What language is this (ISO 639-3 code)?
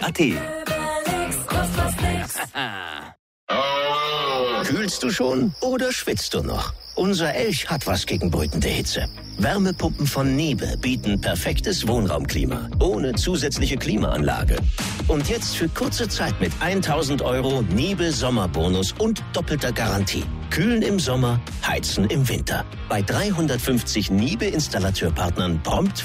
deu